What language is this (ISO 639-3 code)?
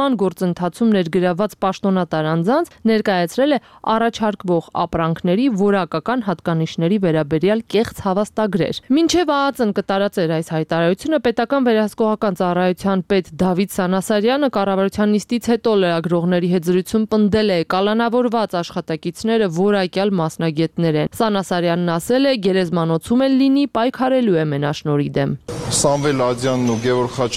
hye